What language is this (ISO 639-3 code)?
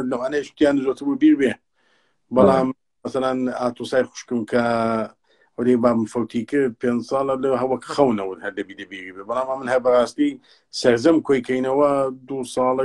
ckb